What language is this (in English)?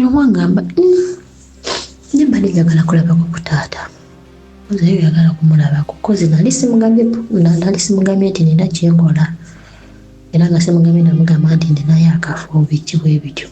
Ganda